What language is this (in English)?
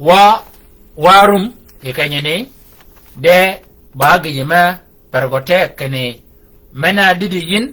Shilluk